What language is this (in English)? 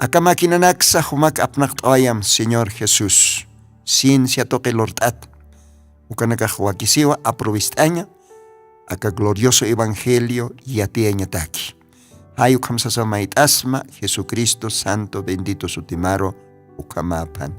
Aymara